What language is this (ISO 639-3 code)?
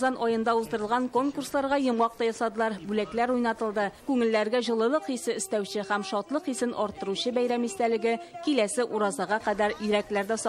tat